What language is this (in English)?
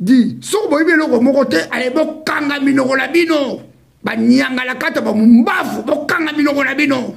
Lingala